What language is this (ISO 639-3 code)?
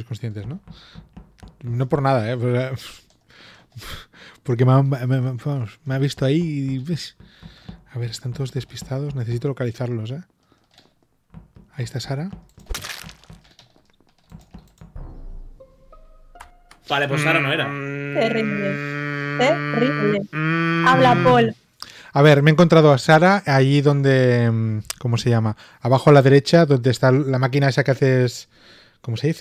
spa